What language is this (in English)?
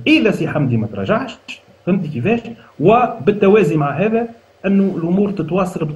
Tunisian Arabic